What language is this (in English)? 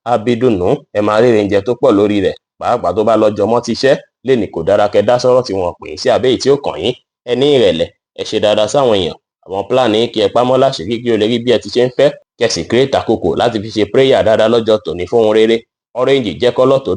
Yoruba